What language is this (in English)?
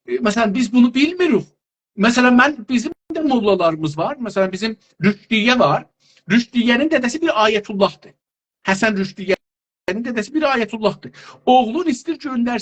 South Azerbaijani